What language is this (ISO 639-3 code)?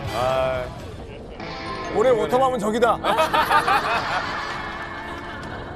kor